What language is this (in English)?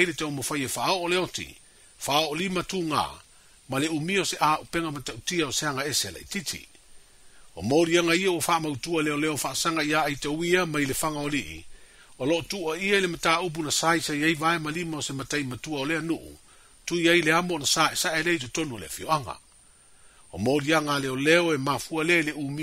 Samoan